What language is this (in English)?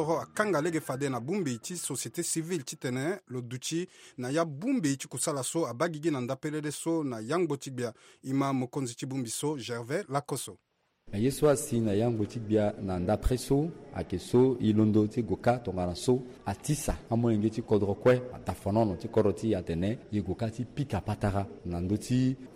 Sango